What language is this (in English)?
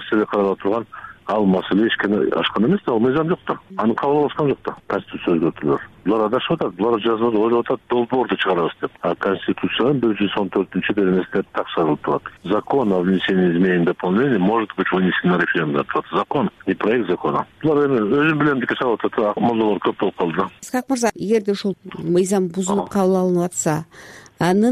Kyrgyz